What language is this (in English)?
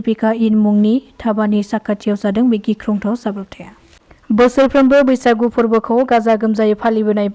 Bodo